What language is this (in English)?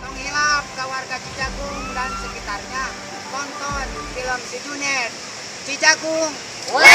Sundanese